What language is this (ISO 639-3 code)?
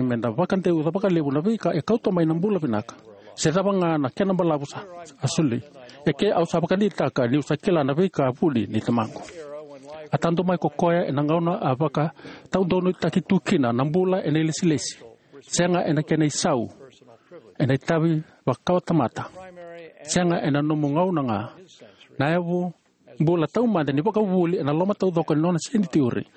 fij